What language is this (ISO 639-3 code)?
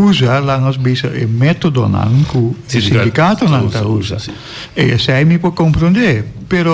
pap